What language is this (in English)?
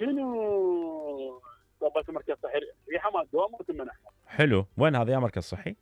Mesopotamian Arabic